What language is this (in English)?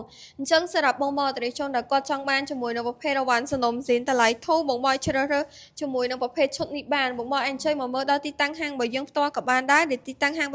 Khmer